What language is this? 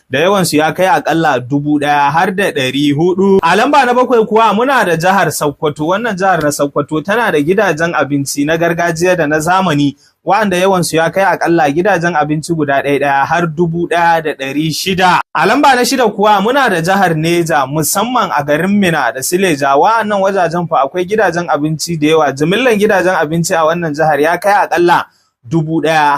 Hausa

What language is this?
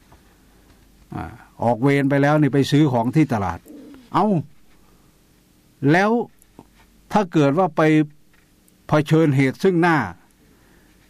Thai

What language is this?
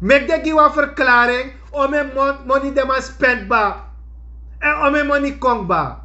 Sranan Tongo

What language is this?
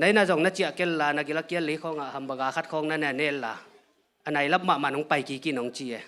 Tedim Chin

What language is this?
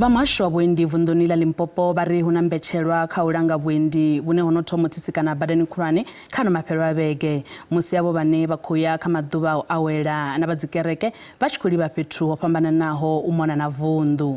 Venda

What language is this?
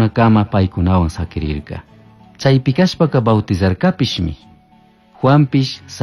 Chimborazo Highland Quichua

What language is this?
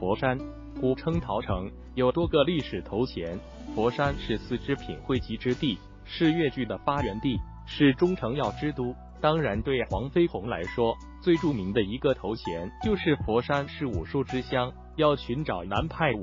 Chinese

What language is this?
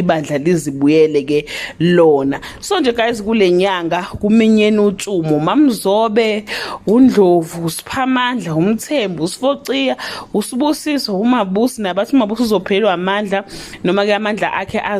Zulu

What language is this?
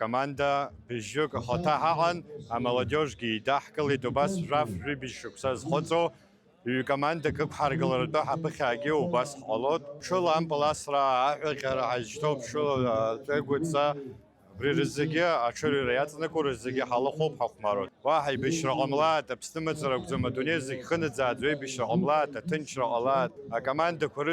Abkhazian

